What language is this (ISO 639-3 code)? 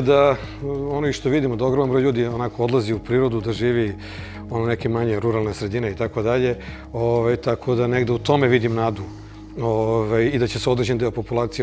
srp